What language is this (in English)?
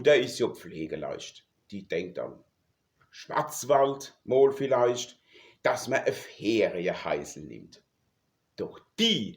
Palatine German